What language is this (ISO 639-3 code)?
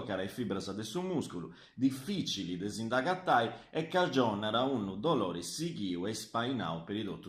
srd